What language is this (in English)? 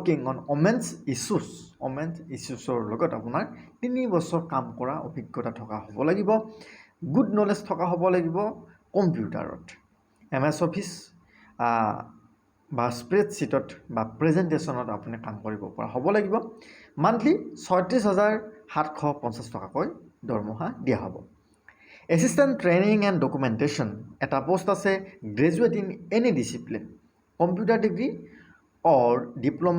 Assamese